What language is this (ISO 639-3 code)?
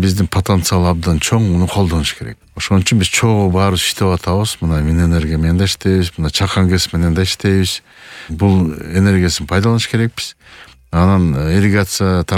kir